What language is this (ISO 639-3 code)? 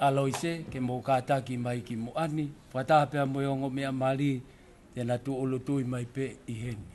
ton